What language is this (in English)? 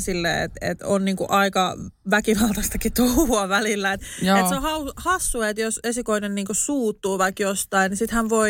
Finnish